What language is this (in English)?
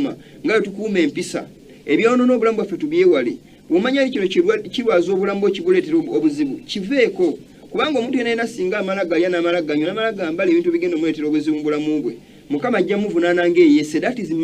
Ganda